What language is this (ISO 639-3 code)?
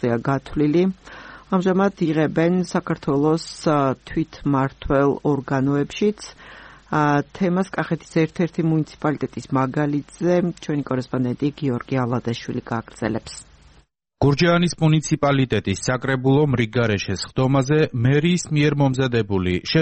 kat